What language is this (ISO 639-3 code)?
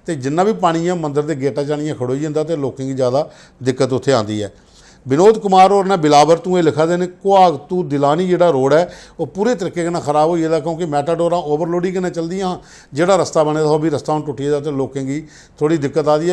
doi